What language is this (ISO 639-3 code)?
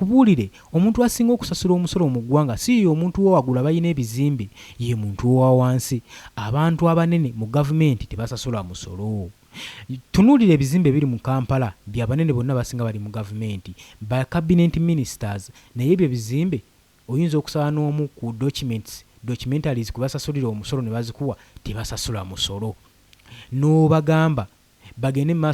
lug